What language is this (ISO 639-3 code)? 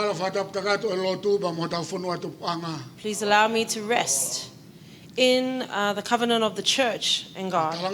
ton